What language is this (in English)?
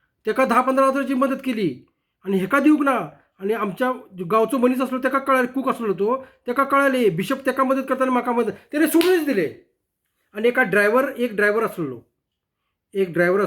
Konkani